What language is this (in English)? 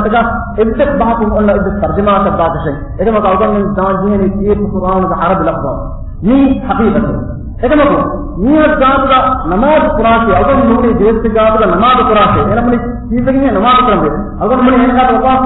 Divehi